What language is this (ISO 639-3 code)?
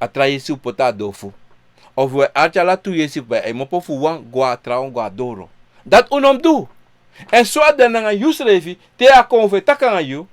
srn